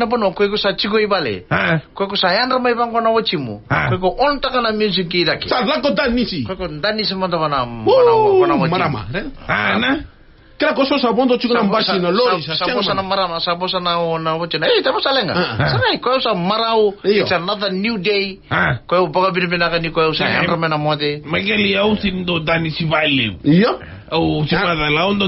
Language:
Fijian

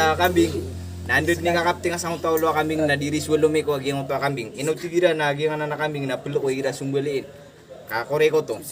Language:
Maranao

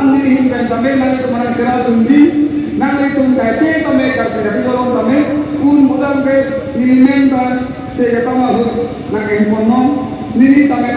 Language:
Karbi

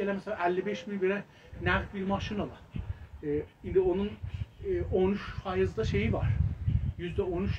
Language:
South Azerbaijani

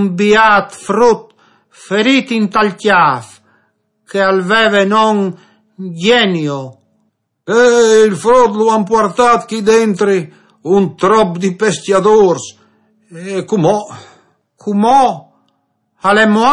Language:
Friulian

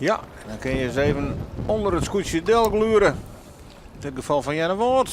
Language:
Western Frisian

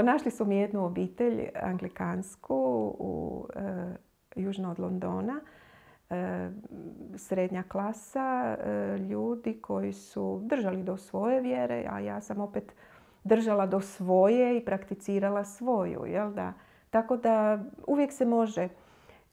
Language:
Croatian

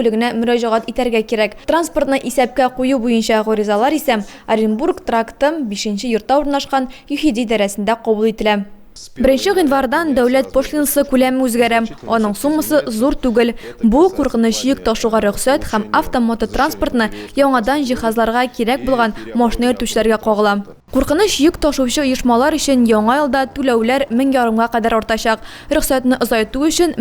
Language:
Tatar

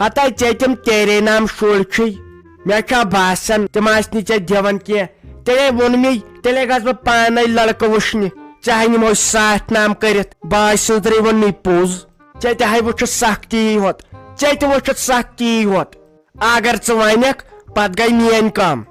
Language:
Kashmiri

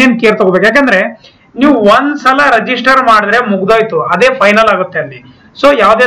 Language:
Kannada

